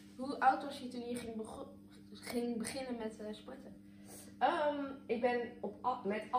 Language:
Dutch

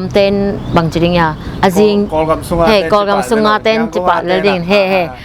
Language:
Tedim Chin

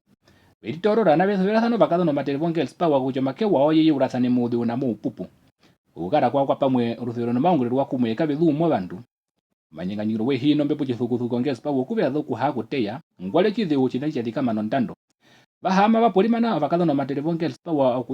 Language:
Herero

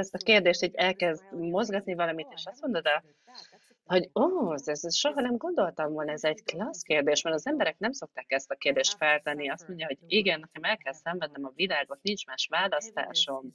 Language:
Hungarian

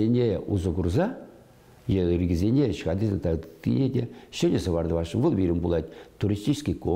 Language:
Chuvash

